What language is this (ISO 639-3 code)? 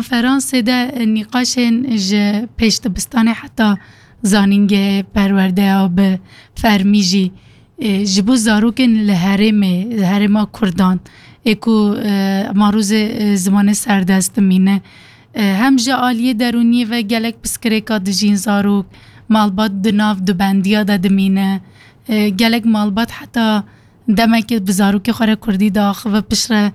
kur